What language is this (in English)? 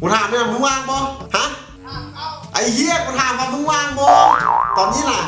Lao